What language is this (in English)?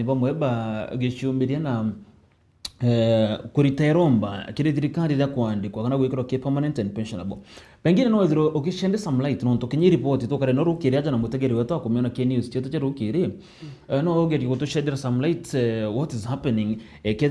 Meru